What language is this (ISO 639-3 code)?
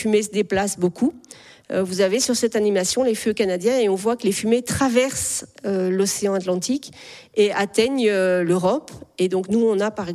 fra